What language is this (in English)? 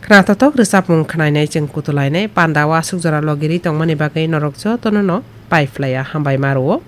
Kok Borok